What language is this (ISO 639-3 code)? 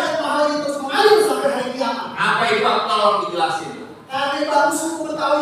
bew